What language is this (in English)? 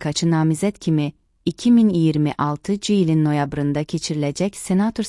Azerbaijani